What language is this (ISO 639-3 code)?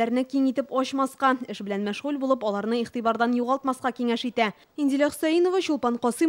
tat